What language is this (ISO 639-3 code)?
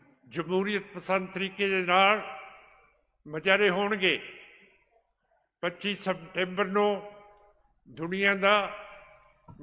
pan